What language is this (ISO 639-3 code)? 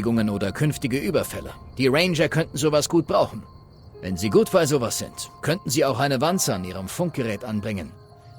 bar